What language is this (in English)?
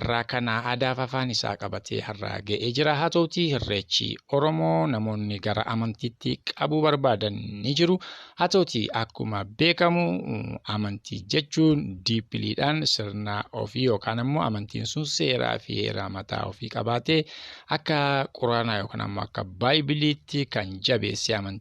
Oromo